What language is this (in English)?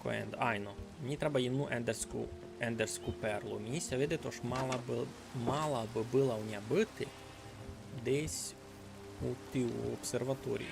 Rusyn